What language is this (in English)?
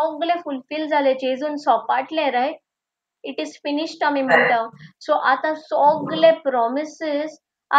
Konkani